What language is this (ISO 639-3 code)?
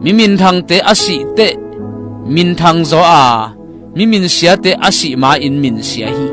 ctd